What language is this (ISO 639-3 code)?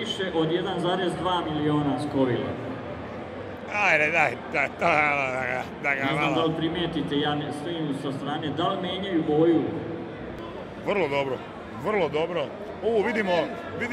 srp